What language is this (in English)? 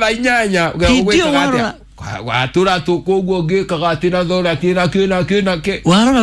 Kikuyu